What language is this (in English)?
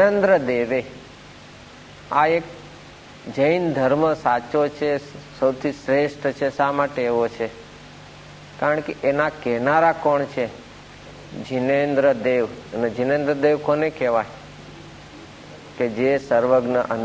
Gujarati